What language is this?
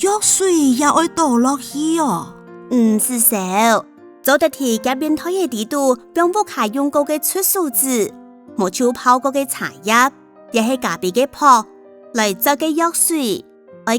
Hakka Chinese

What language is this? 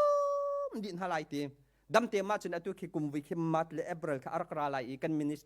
Hakha Chin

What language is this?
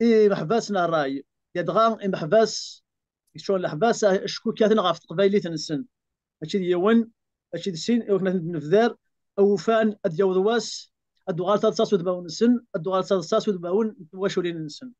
Kabyle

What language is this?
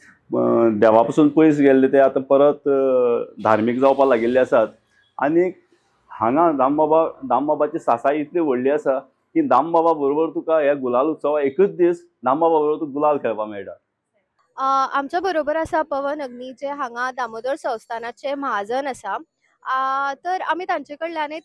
Konkani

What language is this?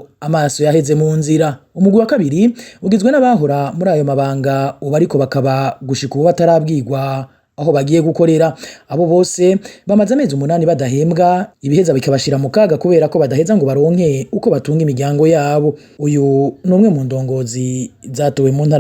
Rundi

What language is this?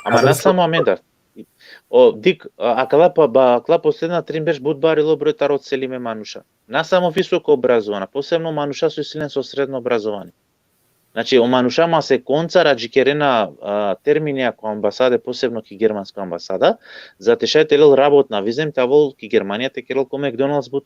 Balkan Romani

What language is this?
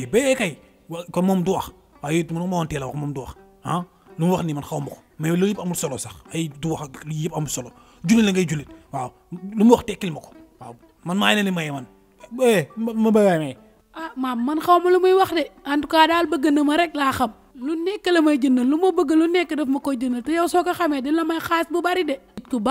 Wolof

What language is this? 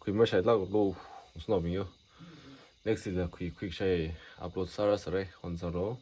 Tangkhul Naga (India)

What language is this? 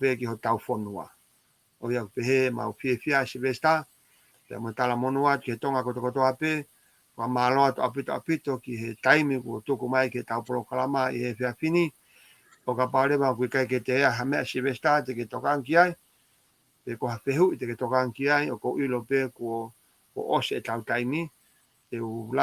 Tongan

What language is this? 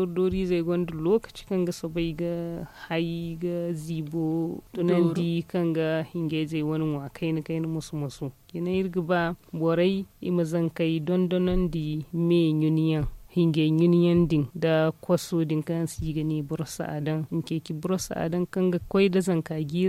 Zarma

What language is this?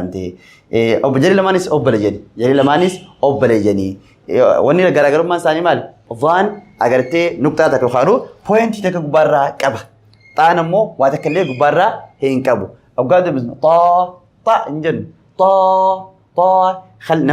Oromo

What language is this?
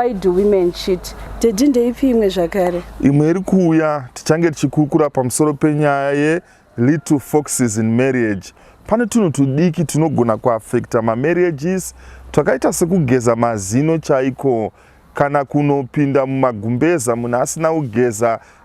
Shona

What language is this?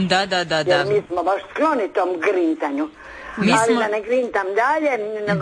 Croatian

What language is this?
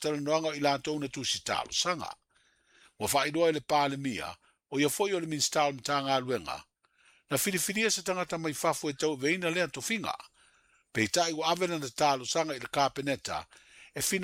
Samoan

